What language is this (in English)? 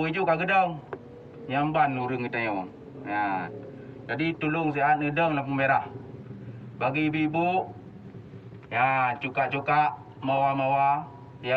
Achinese